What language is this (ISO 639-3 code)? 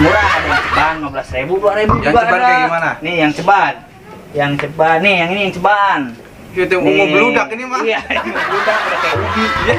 bew